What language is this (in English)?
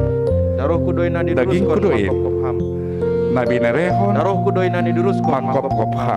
Batak Simalungun